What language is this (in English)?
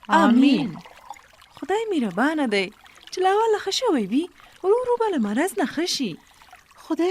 Pashto